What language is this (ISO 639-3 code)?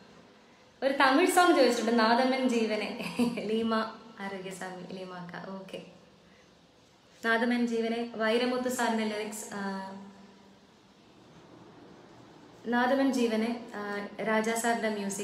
mal